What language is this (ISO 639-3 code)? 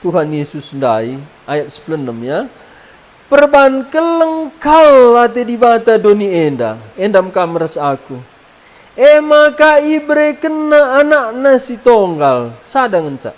btx